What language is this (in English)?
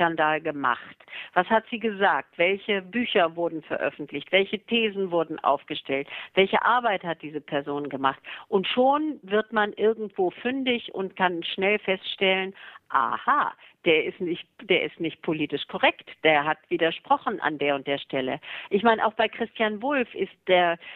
German